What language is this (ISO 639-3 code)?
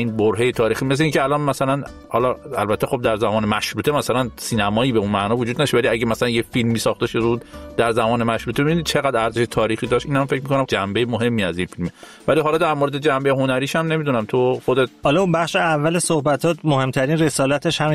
fas